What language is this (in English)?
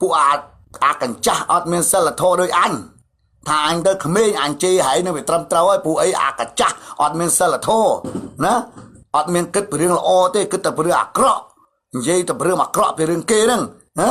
Khmer